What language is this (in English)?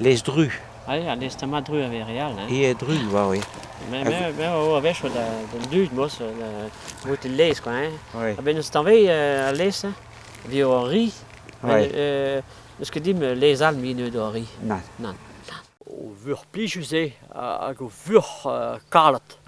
Breton